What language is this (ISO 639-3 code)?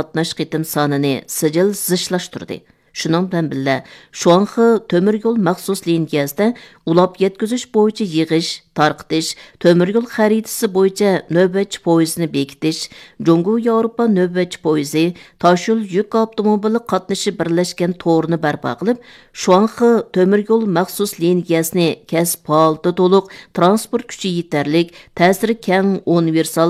uig